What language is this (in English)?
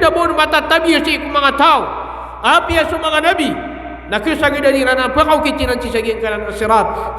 Maranao